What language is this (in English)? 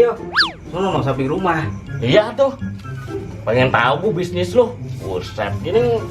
Betawi